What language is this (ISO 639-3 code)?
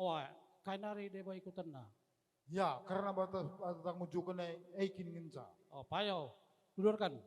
btx